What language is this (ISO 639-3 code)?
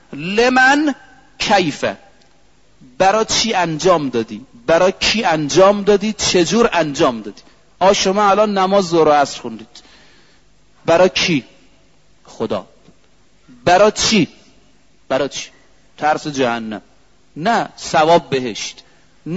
fas